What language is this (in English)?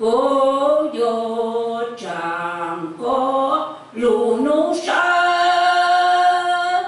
Hmong